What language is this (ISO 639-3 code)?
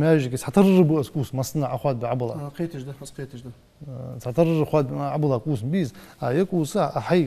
inh